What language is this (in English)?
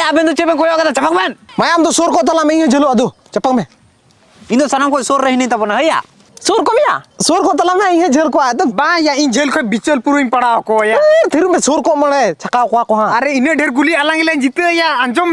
Santali